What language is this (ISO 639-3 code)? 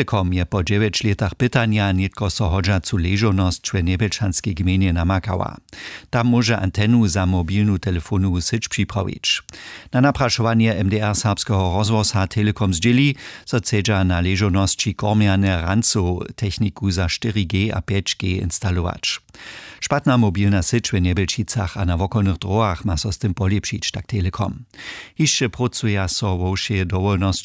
hsb